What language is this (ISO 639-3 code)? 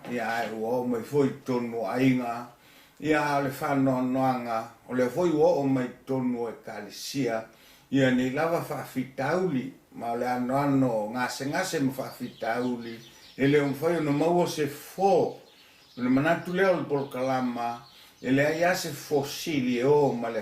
smo